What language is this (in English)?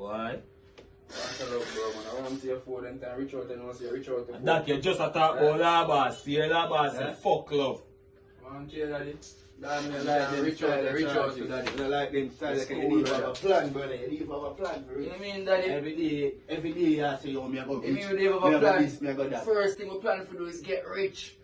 Jamaican Creole English